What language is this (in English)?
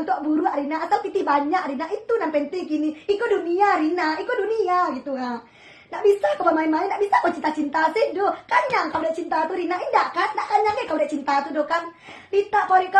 Minangkabau